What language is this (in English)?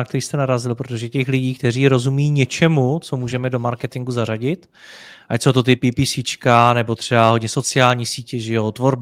Czech